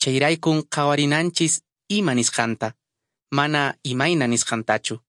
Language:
Quechua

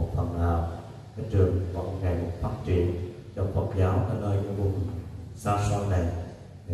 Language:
Vietnamese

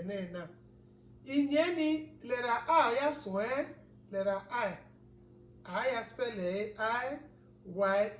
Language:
Bini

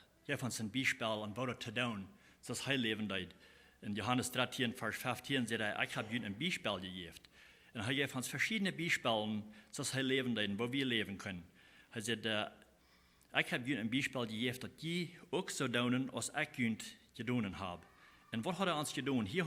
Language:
Plautdietsch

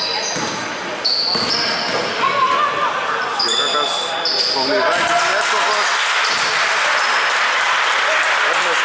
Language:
Greek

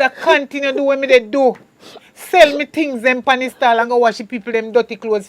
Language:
Jamaican Creole English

